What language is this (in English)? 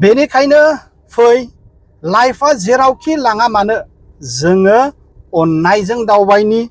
Bodo